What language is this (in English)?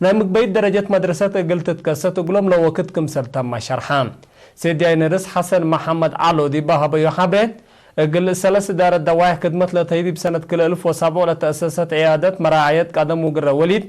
Tigre